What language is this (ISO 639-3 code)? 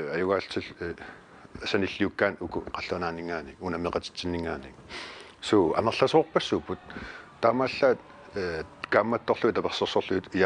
kal